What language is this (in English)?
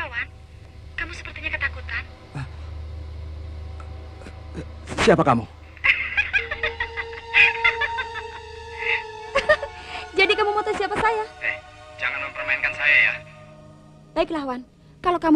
Indonesian